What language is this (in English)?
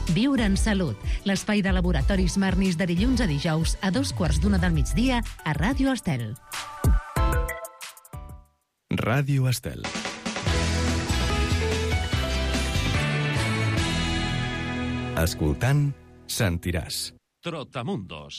Catalan